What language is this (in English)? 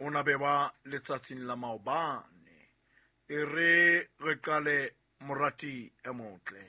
Southern Sotho